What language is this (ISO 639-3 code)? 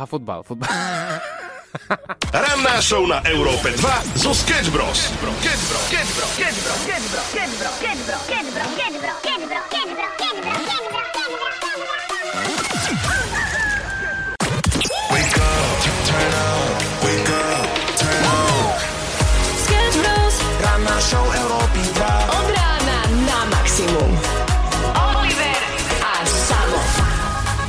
slk